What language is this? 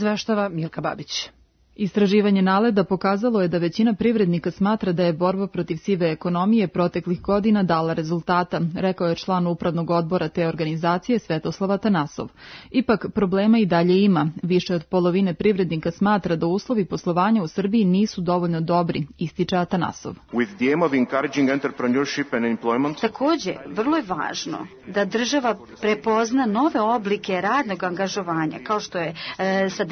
Serbian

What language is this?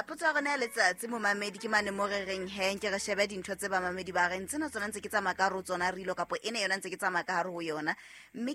Southern Sotho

